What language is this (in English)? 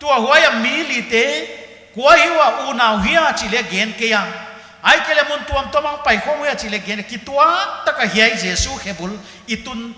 Paite Chin